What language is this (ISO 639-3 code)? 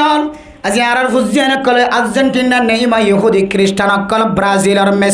rhg